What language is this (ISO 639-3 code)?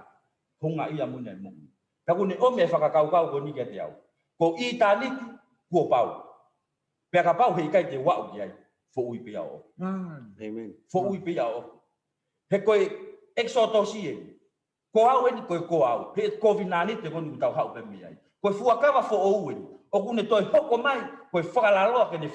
ton